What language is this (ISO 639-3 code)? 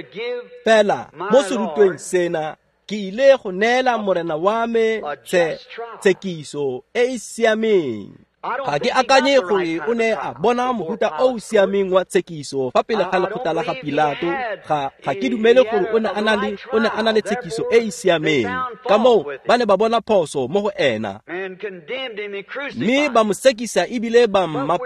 tsn